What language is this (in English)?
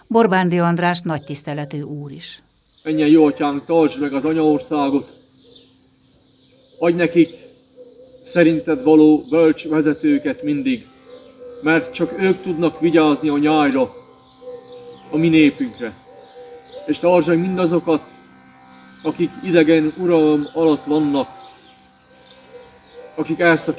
Hungarian